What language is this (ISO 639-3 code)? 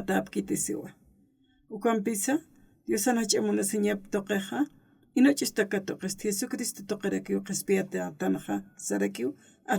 aym